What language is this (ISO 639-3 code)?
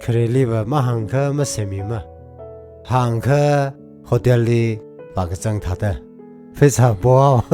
nmf